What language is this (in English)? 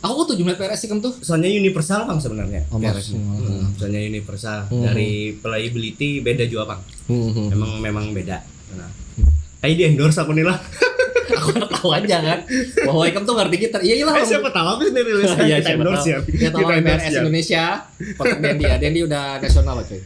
Banjar